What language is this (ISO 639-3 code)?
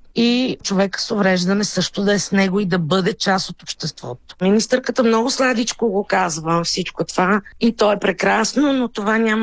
bul